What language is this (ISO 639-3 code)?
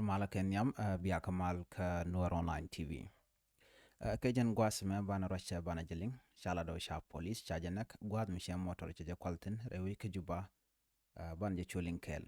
nus